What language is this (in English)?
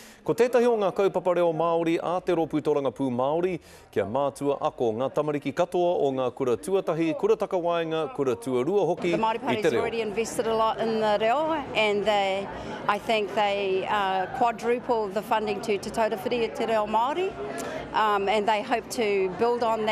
Māori